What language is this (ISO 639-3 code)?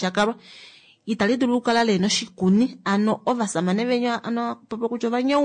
kua